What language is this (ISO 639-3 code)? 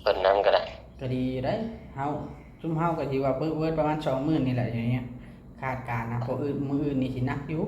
tts